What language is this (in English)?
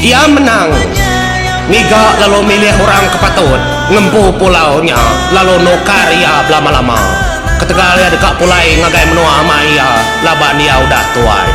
Iban